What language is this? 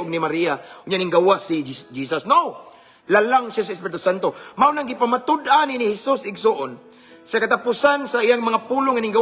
Cebuano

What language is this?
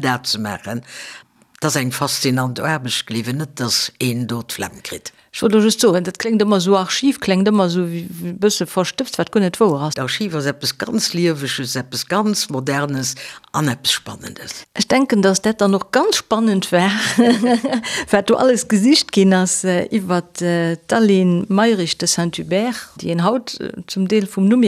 Luxembourgish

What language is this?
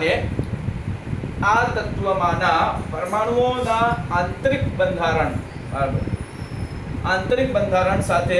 Gujarati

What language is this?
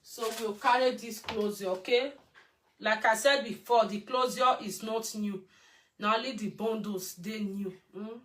Nigerian Pidgin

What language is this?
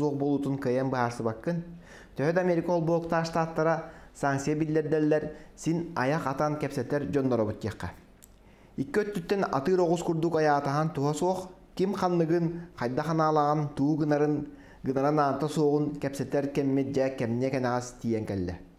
Yakut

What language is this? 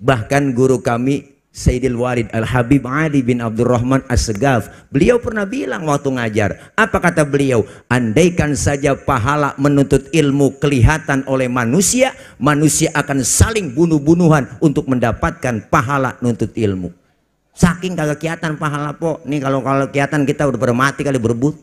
Betawi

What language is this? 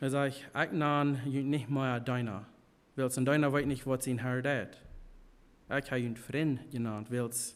Plautdietsch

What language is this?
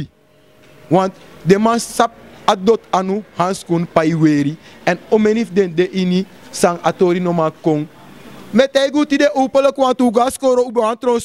Sranan Tongo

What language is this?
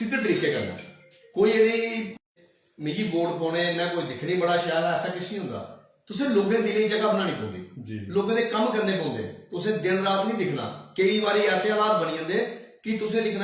Dogri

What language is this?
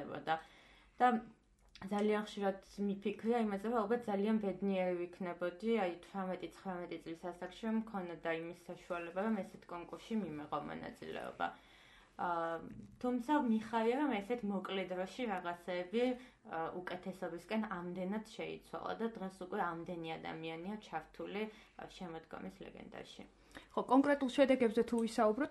Georgian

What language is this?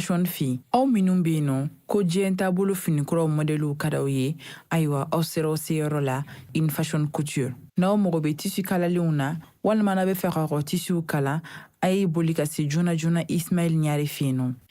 Bambara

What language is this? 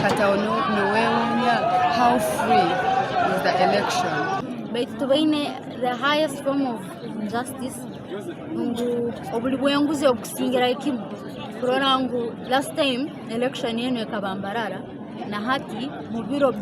Nyankole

